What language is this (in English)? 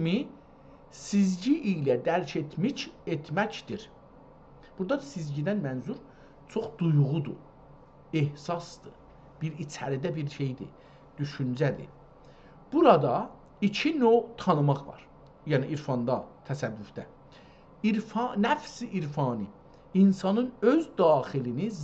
South Azerbaijani